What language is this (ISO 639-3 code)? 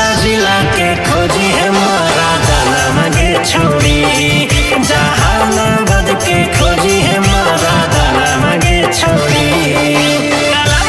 mag